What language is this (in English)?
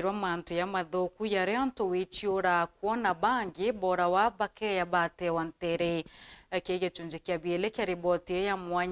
Meru